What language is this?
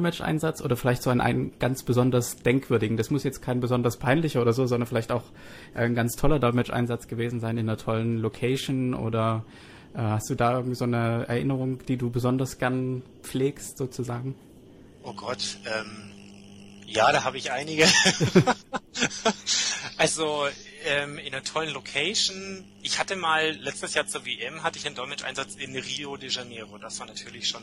German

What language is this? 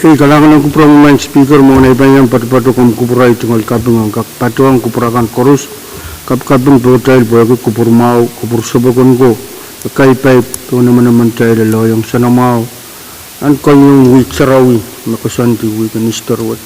Pohnpeian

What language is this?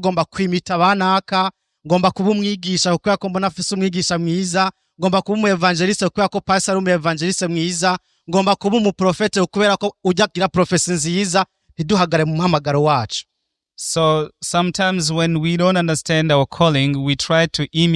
Rundi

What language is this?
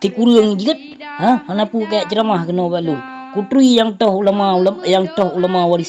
Achinese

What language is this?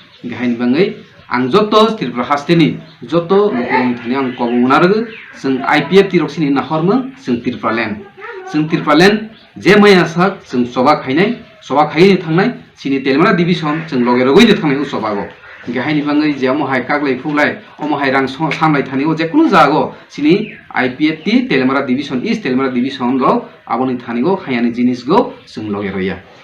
Kok Borok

